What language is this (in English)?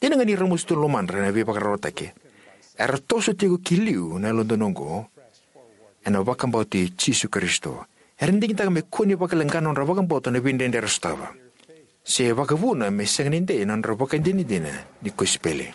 Fijian